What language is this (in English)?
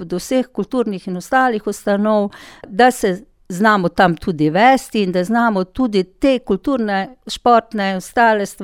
Slovenian